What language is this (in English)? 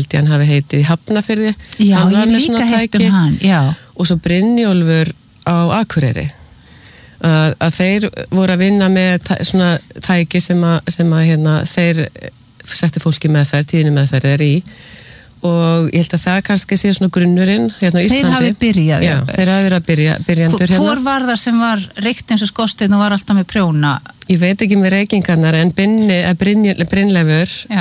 Icelandic